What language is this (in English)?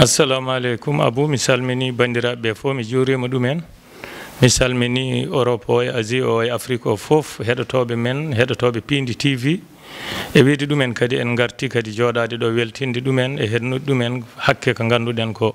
Fula